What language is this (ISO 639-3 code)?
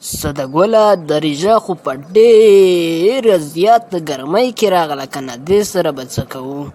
pus